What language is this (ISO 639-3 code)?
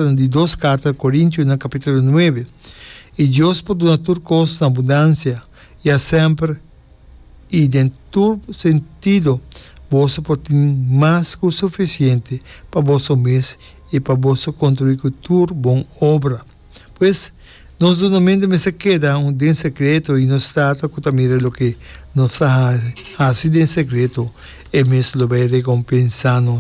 pap